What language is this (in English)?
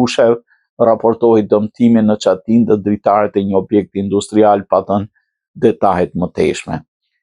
Albanian